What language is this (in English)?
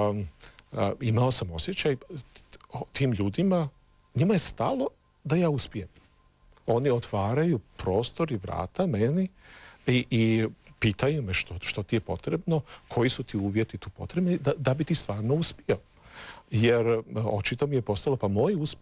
Croatian